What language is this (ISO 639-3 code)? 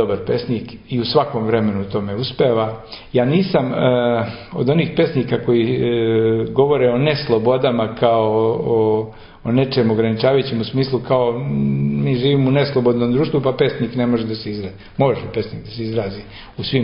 srp